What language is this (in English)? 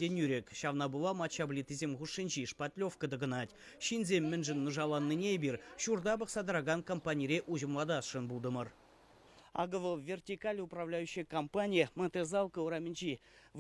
Chuvash